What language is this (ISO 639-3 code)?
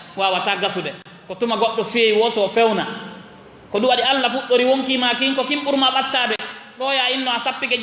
ful